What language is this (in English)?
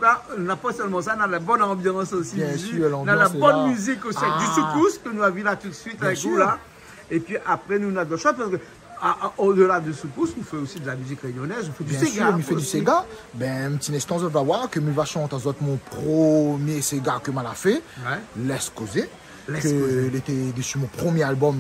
Réunion Creole French